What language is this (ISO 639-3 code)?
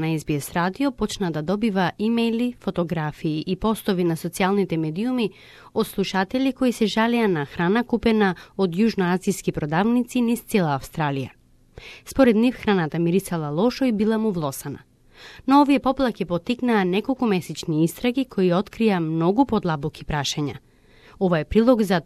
mkd